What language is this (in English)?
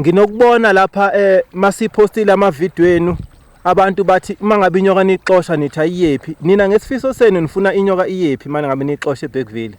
Zulu